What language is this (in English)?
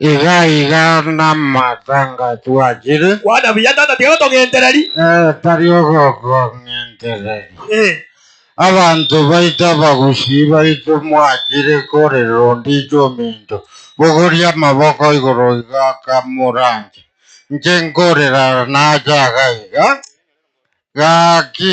Gusii